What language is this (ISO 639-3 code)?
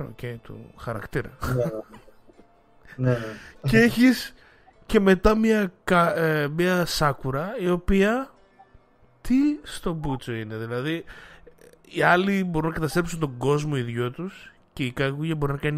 ell